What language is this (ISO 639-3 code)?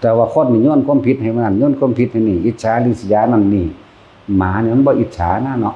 lao